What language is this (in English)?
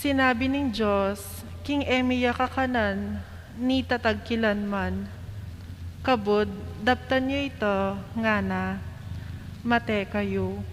Pampanga